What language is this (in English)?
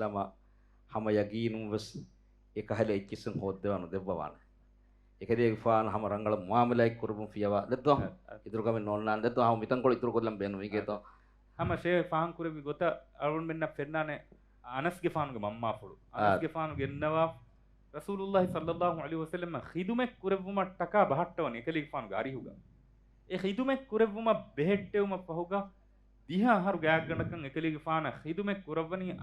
Divehi